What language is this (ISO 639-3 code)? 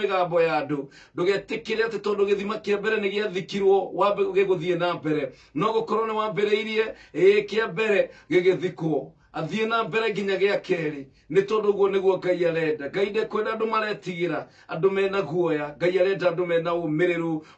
kik